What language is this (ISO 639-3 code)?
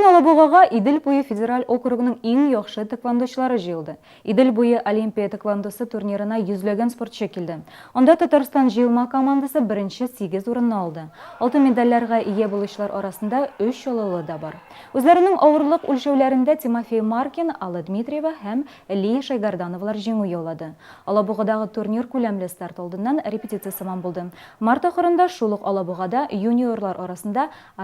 tat